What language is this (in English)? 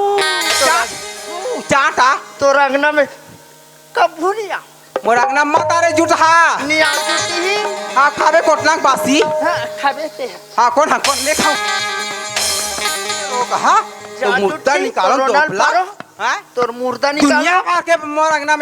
Chhattisgarhi